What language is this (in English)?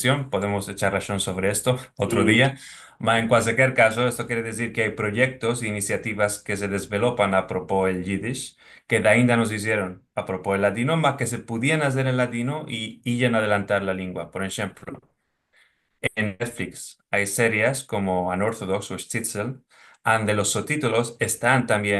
Ladino